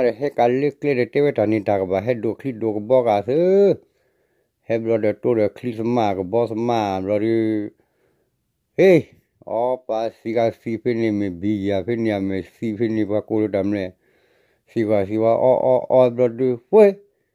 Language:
S'gaw Karen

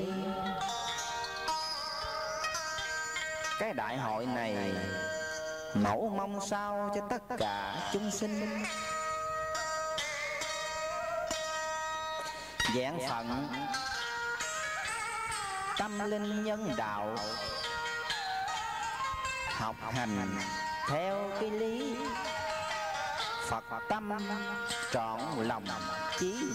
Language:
Vietnamese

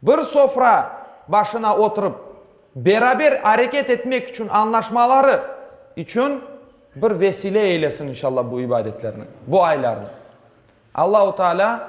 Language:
Crimean Tatar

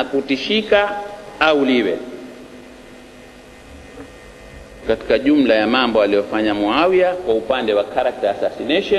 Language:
Swahili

